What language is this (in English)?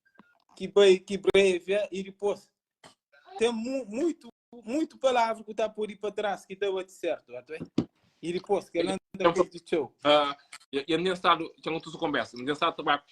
Kabuverdianu